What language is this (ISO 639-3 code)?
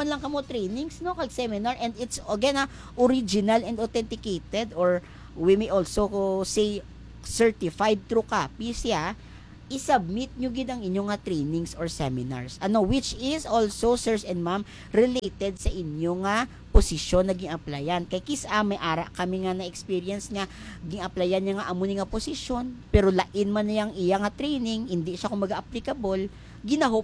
hil